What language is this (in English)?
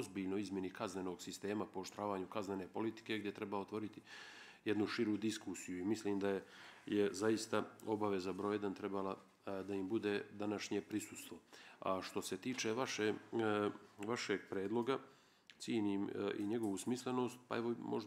Bosnian